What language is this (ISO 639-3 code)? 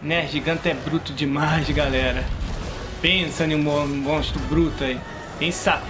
por